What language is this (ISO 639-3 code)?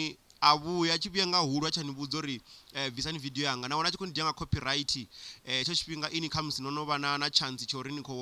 ven